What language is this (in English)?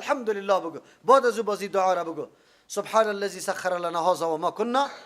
Persian